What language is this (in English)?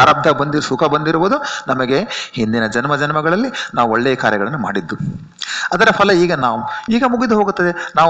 Kannada